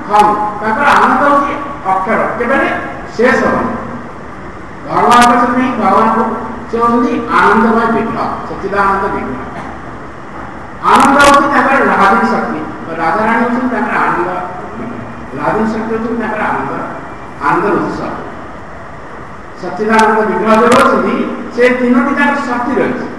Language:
Odia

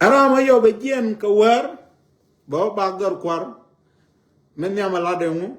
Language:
Nuer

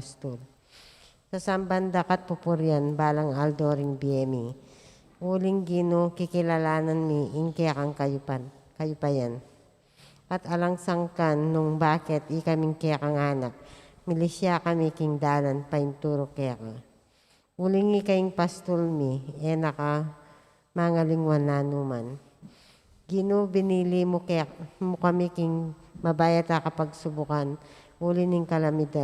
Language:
Pampanga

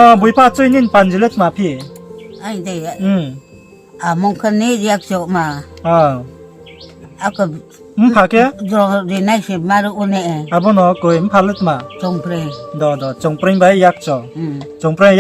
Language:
Riang (India)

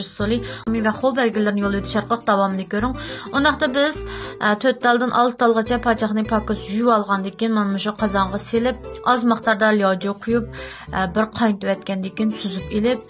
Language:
Uyghur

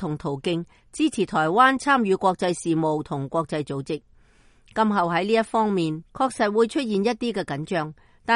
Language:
Cantonese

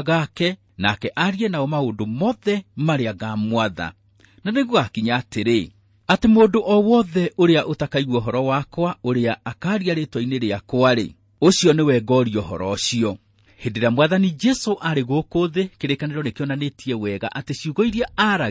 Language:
Kikuyu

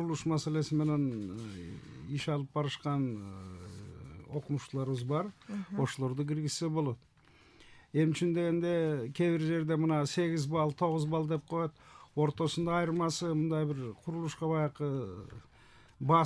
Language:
Kyrgyz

